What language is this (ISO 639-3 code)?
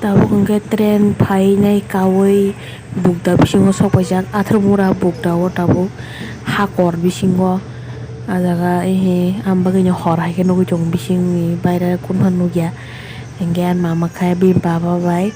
trp